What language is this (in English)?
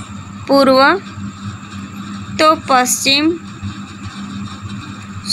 Gujarati